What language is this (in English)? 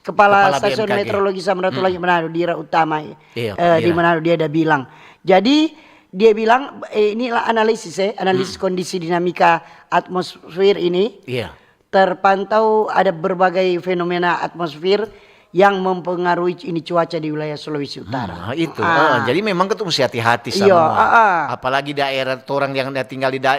Manado Malay